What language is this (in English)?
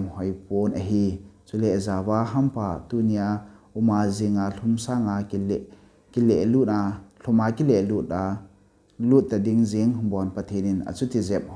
Thado Chin